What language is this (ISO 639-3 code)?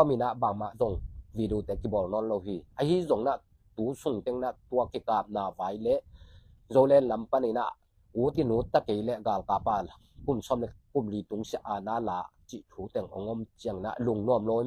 ctd